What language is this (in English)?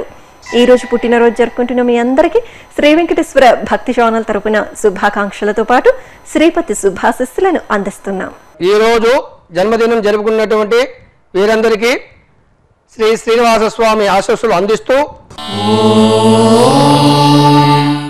Telugu